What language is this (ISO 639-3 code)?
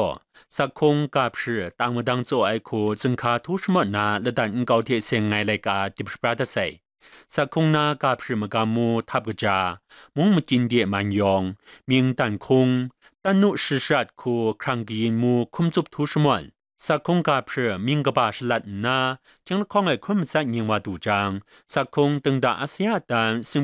kac